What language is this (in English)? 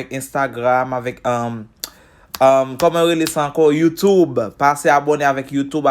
Haitian Creole